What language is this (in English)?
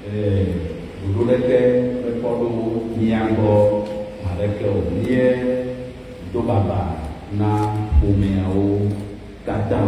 Ewe